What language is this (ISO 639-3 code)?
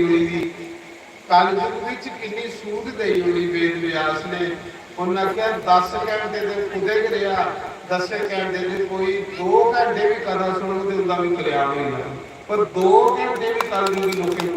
doi